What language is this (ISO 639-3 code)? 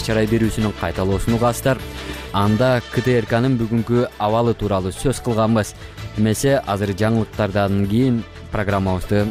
kir